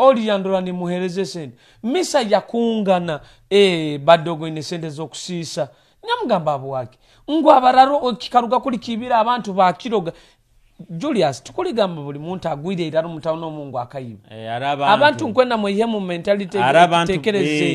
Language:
Nyoro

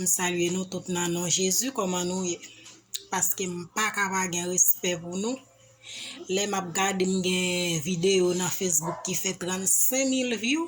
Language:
Haitian Creole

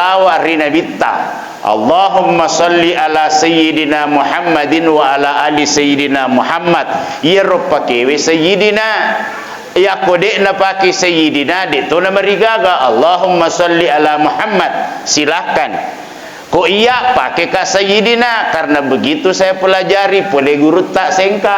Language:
Buginese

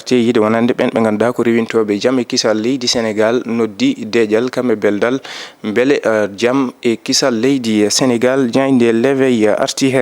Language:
Fula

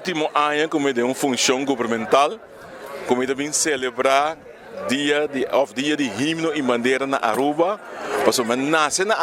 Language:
Papiamento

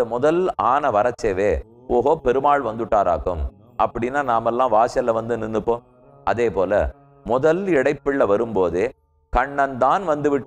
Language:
Tamil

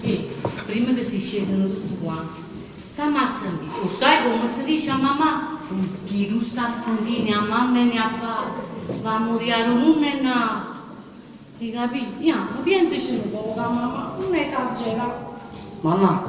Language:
Neapolitan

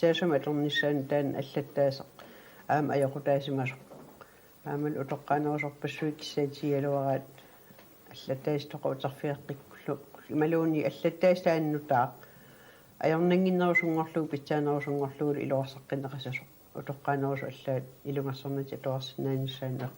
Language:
Kalaallisut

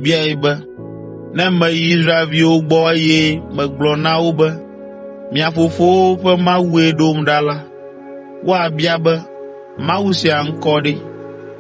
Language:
Ewe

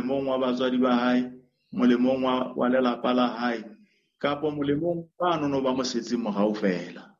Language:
Southern Sotho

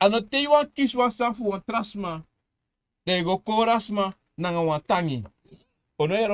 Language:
Sranan Tongo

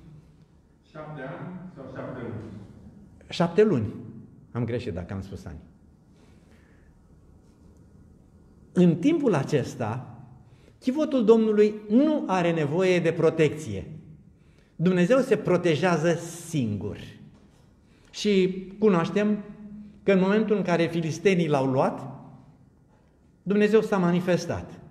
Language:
Romanian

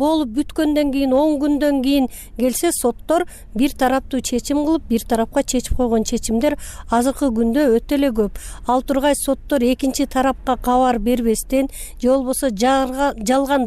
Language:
Kyrgyz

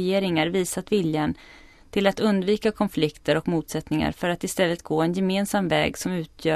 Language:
Swedish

